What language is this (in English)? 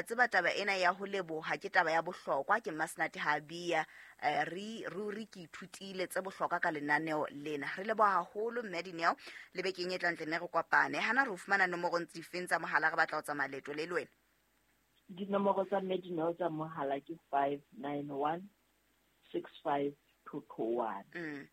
Southern Sotho